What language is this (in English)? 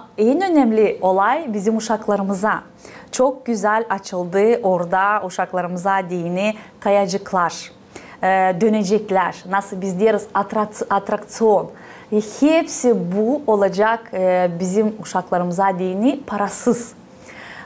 Gagauz